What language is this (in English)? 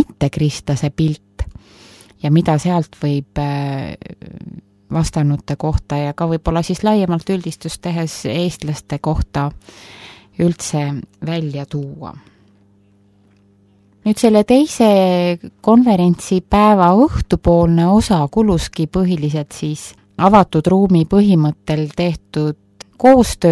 Estonian